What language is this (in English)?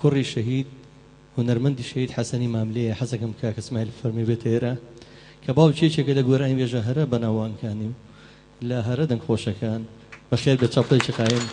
Central Kurdish